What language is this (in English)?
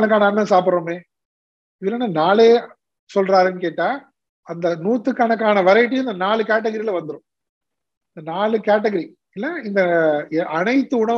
Tamil